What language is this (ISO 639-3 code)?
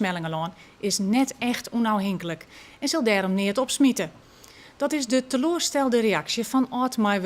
fry